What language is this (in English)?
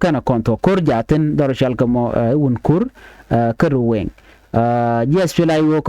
Nuer